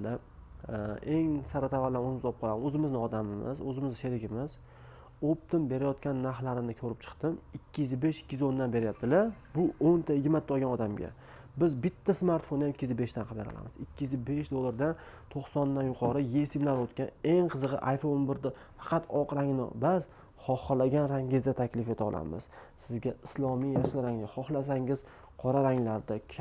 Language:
Uzbek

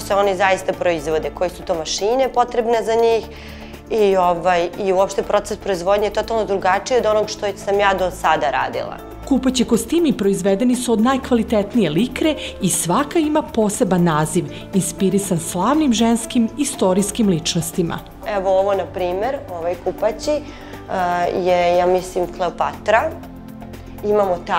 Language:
Serbian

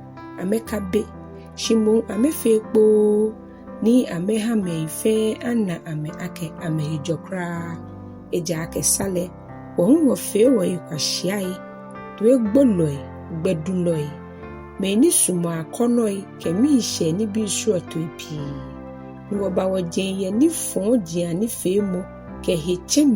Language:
Ga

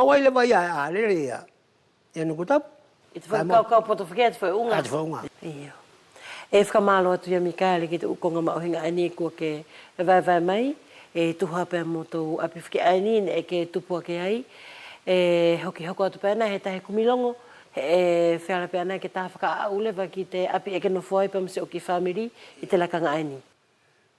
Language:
Wallisian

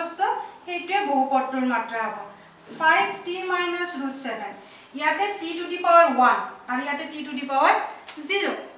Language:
Assamese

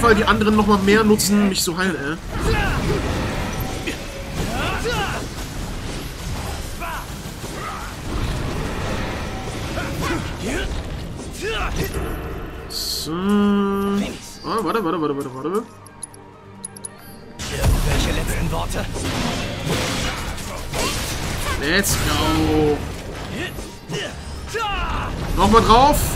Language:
German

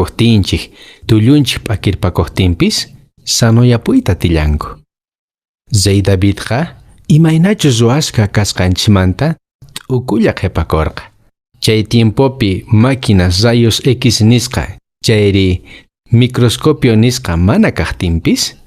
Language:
Quechua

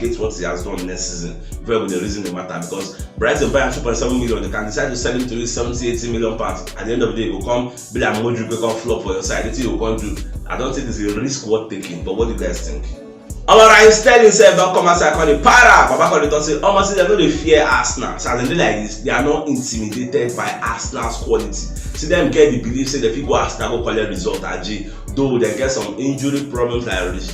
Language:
Nigerian Pidgin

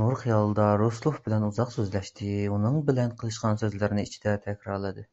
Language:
Uyghur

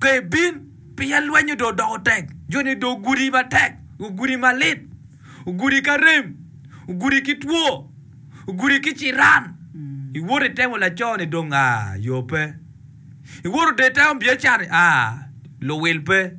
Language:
Acoli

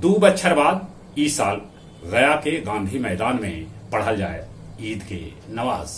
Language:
Magahi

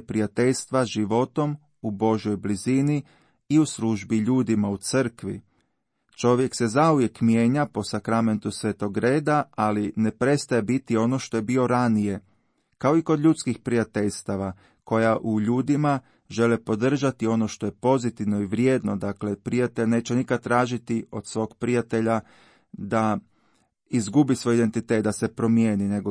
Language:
Croatian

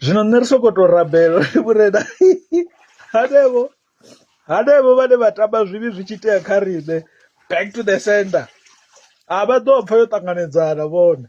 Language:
Venda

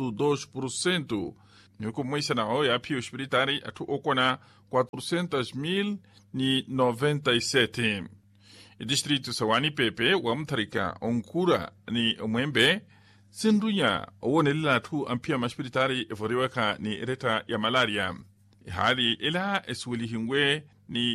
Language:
Makhuwa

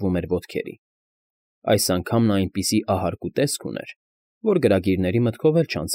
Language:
Armenian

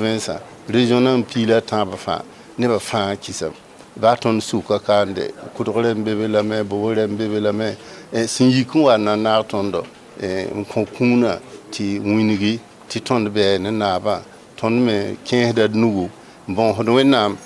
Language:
Mossi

